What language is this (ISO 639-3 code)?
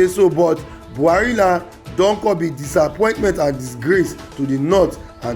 pcm